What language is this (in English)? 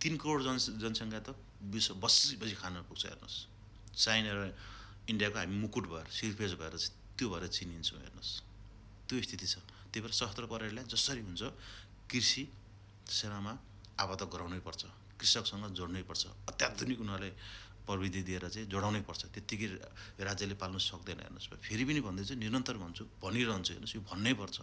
Nepali